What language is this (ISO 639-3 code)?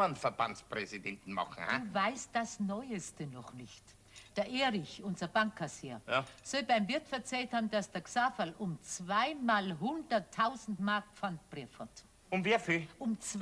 bar